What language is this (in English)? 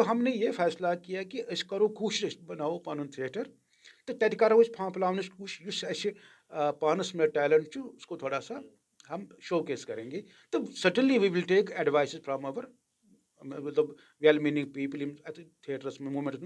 Kashmiri